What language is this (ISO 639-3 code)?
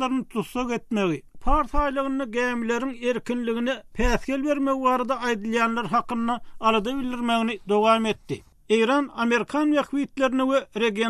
tuk